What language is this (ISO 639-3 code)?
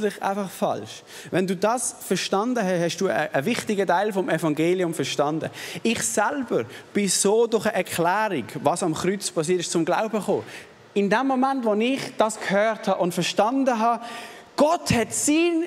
gsw